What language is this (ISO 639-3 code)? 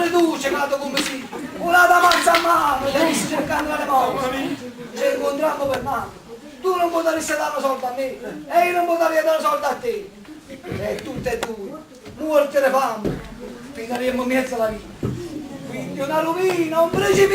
nap